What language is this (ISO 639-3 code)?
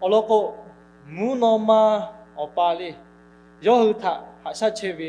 lhu